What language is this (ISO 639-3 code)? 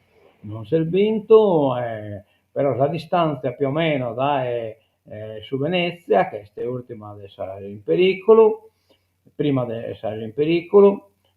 srd